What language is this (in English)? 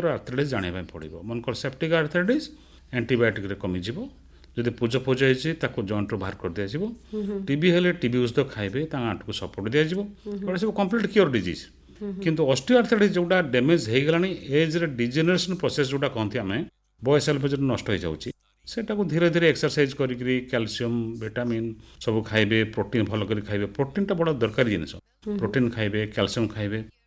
Odia